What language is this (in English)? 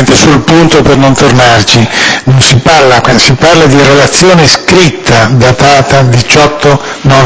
Italian